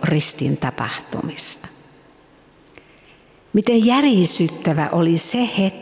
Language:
Finnish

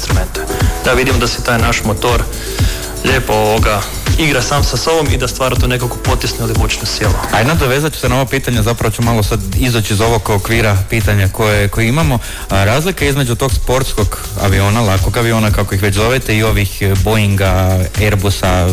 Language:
Croatian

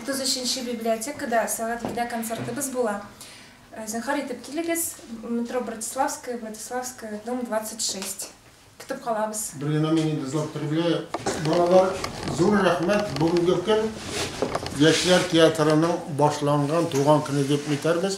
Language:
Tatar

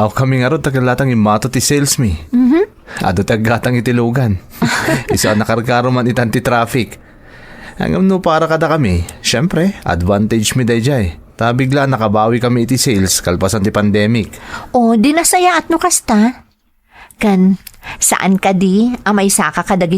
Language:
Iloko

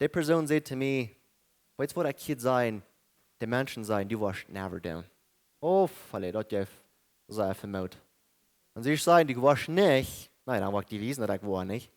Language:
Plautdietsch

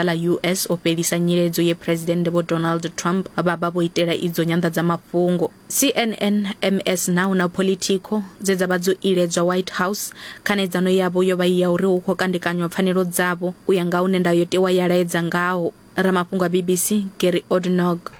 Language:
Venda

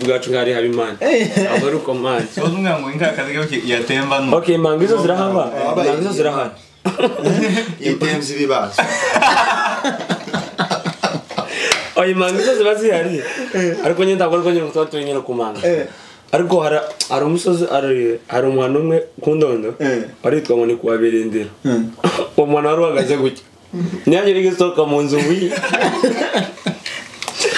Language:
Kinyarwanda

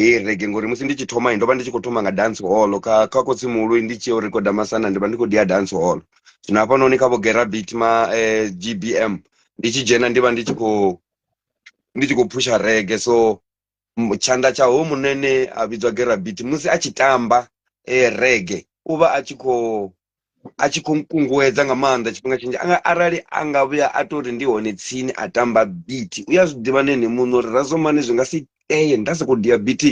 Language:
Venda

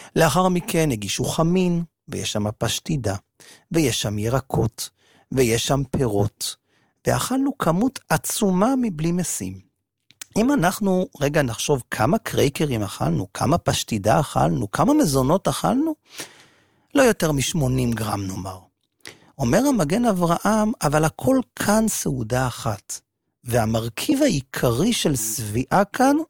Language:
Hebrew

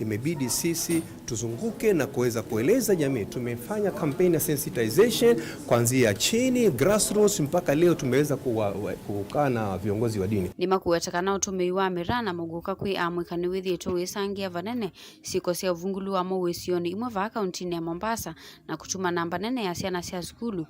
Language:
Kamba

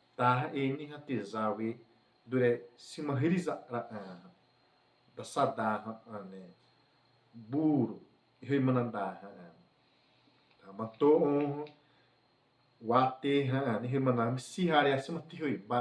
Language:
Xavánte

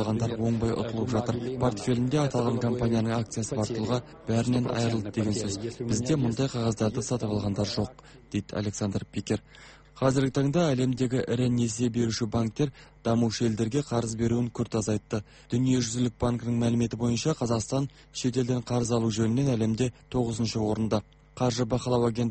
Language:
Kazakh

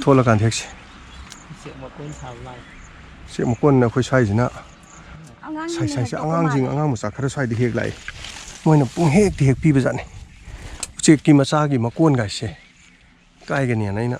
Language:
Manipuri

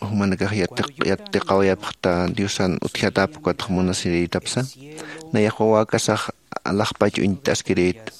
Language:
Aymara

